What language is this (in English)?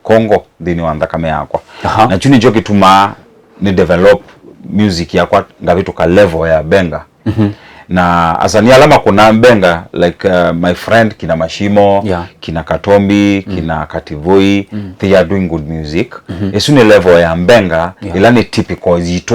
Kamba